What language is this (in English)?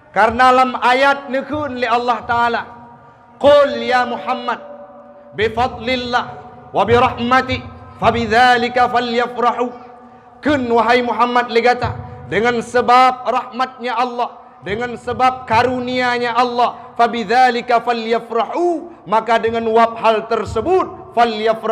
Achinese